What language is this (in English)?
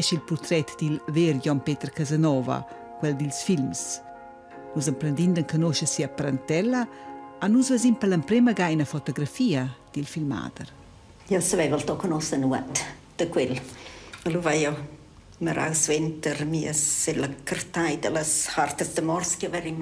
Romansh